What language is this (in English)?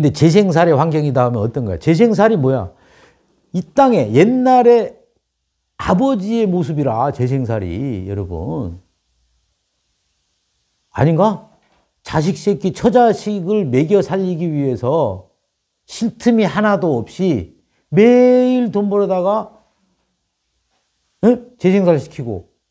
Korean